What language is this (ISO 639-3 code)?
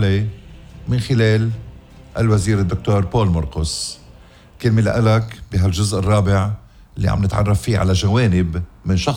apc